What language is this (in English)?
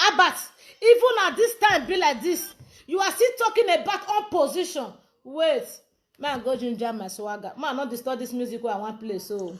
Nigerian Pidgin